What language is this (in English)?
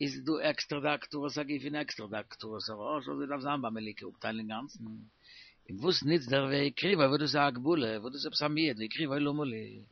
Yiddish